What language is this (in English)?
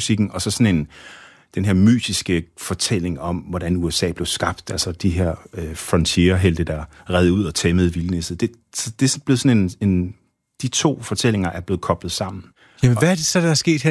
Danish